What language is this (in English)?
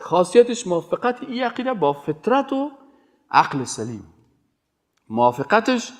Persian